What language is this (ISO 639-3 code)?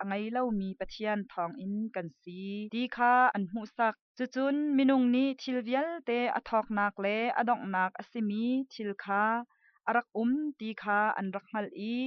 cnh